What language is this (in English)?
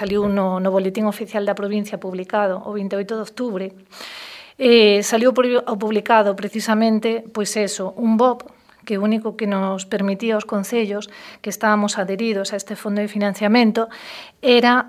Galician